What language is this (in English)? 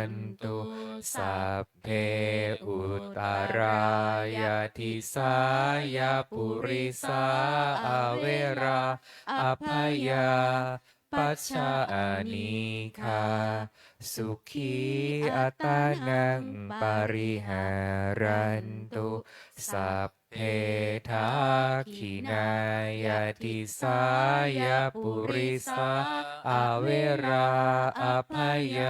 Pali